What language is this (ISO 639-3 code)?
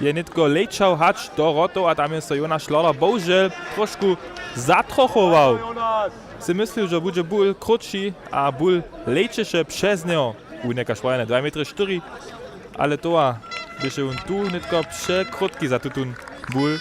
hsb